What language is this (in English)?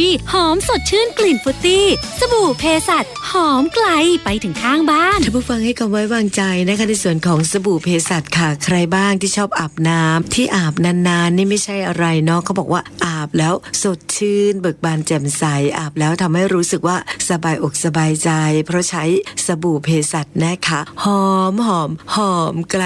Thai